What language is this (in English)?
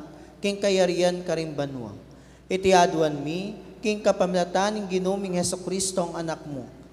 Pampanga